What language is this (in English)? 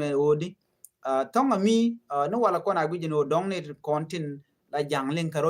Nuer